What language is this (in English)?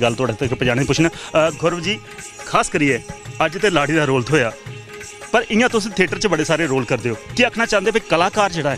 Dogri